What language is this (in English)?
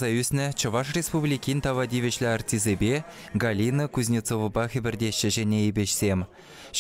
Chuvash